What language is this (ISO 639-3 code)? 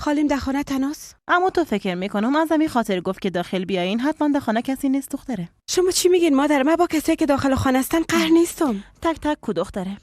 fas